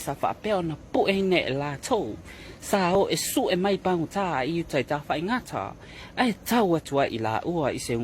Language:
Samoan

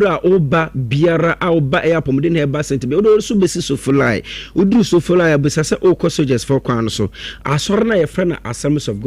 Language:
Akan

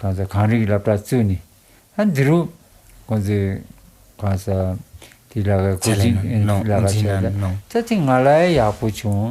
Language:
Tibetan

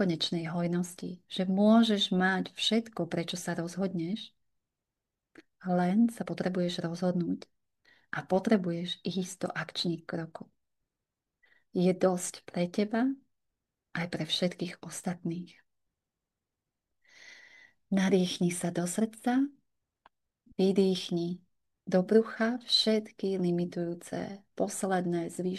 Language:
Slovak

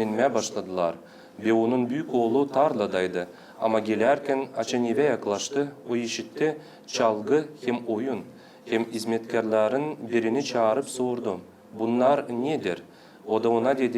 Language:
Gagauz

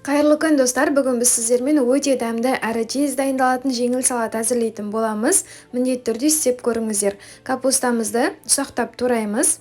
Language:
Kazakh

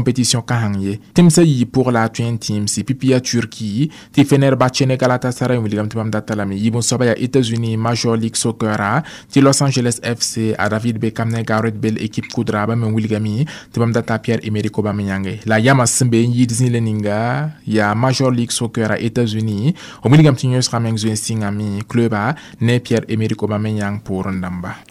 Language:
Mossi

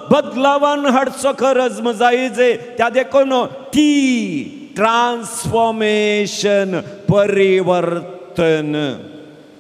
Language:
Konkani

